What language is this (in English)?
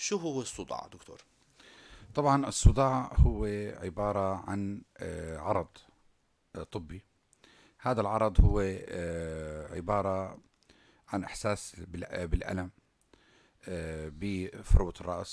North Levantine Arabic